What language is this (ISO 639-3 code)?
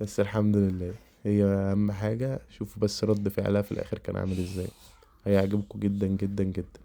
arz